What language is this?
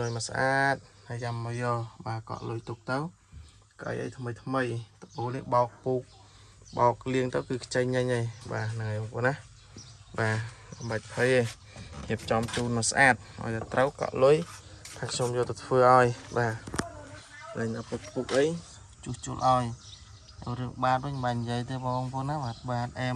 Khmer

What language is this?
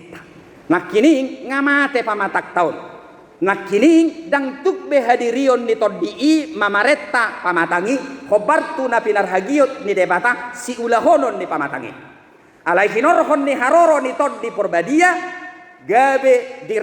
Batak Toba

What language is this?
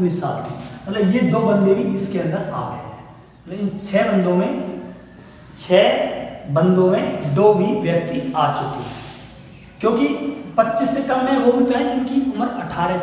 Hindi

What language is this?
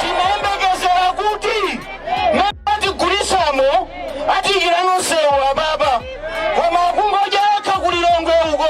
Nyanja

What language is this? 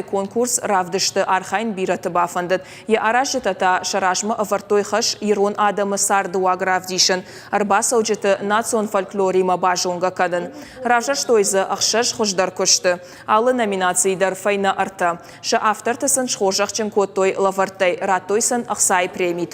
Ossetic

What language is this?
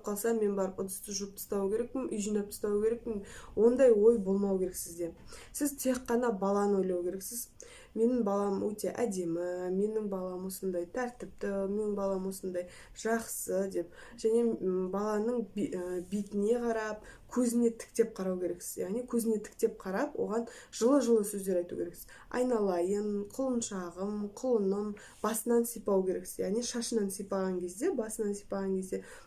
Kazakh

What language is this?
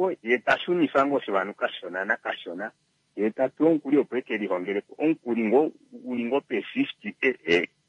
Kuanyama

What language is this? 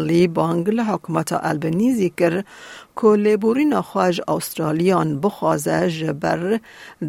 Kurdish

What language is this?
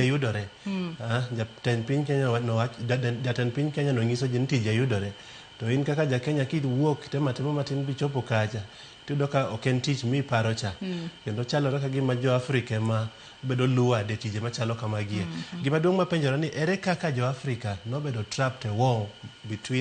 Luo (Kenya and Tanzania)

